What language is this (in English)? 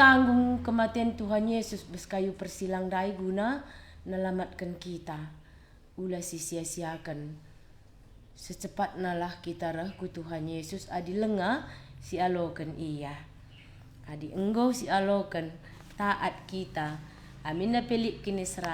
Batak Karo